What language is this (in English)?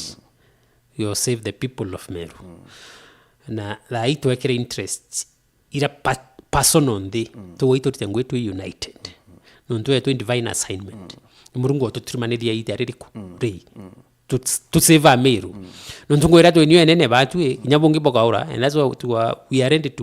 Meru